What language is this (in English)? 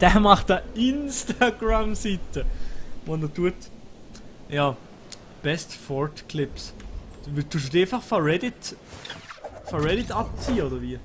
Swiss German